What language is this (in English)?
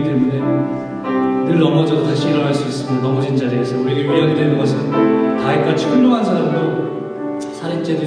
Korean